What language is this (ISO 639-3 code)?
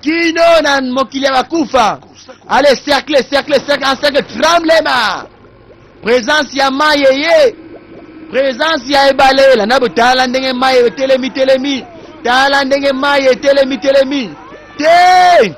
lin